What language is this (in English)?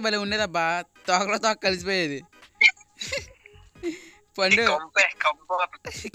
Telugu